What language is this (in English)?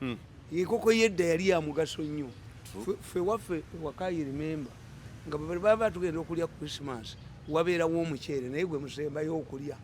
Ganda